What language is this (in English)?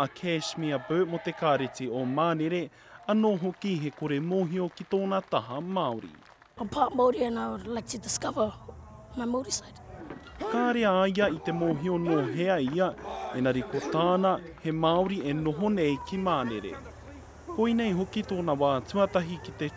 Māori